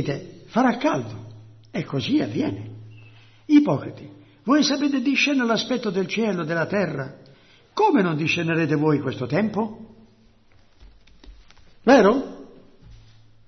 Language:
Italian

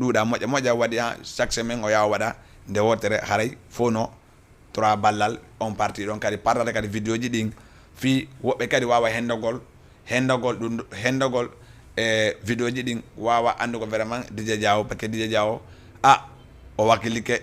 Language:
Fula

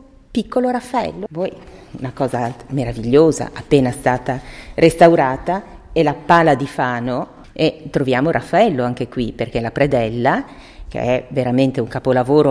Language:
Italian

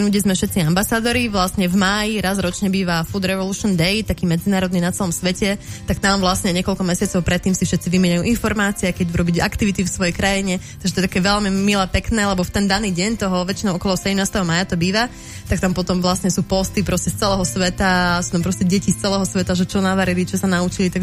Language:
Slovak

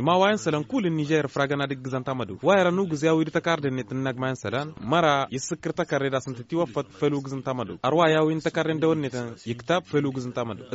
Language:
Tamasheq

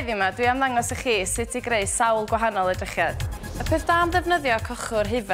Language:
Welsh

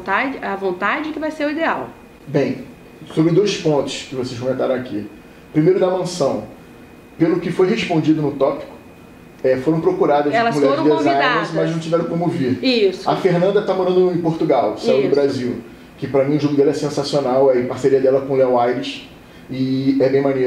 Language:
Portuguese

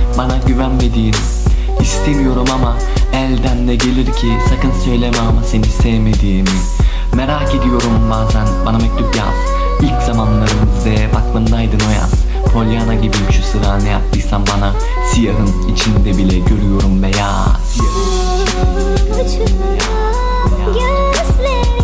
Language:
Turkish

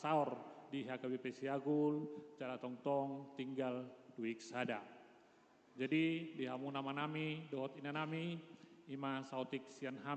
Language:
Batak Toba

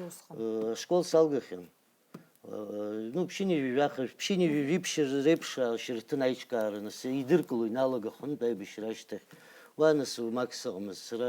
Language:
Abkhazian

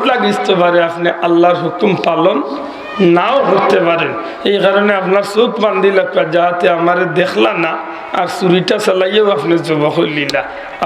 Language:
Sylheti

